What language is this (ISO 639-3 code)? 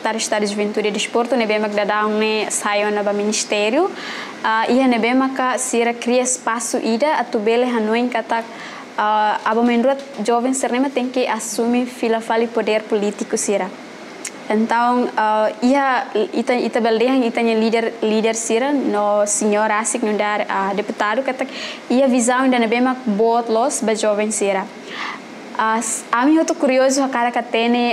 tet